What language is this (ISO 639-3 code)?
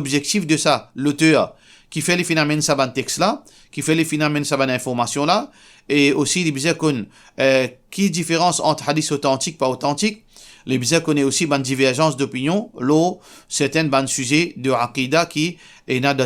mfe